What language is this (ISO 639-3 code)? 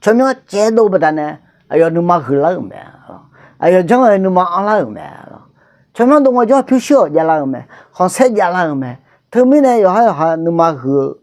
ahk